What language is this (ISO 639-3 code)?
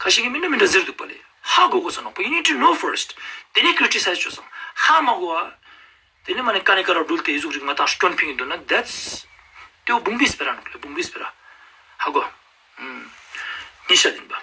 lbj